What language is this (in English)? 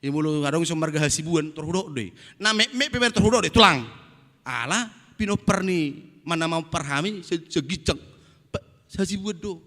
Batak Toba